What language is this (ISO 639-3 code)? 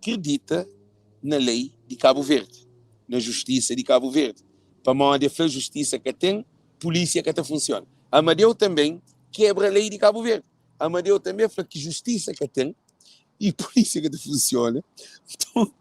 kea